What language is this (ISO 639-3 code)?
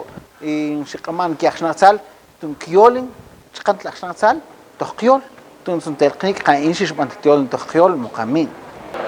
mam